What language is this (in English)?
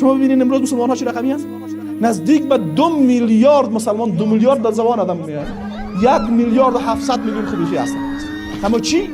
Persian